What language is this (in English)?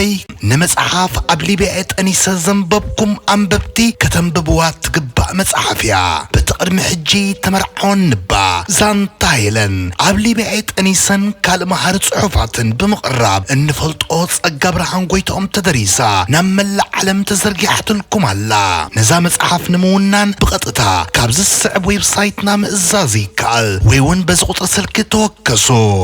Tigrinya